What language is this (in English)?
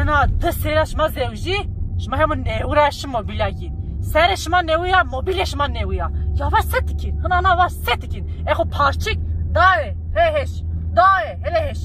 Zaza